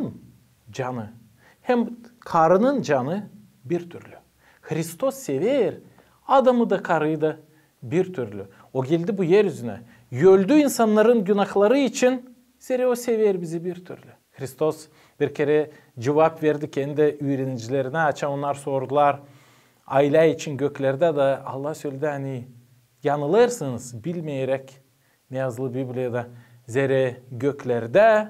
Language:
Gagauz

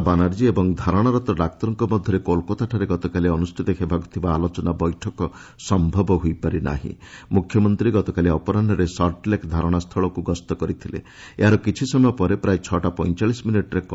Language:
Odia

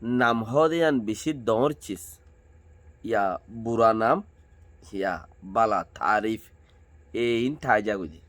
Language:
Rohingya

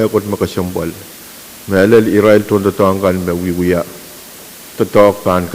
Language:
Pohnpeian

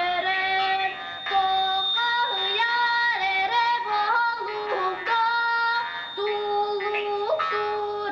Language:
Yakut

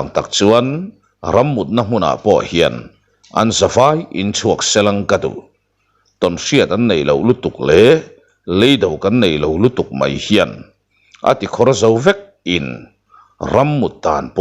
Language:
Mizo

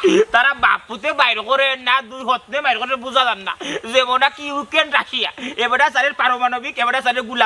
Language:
Sylheti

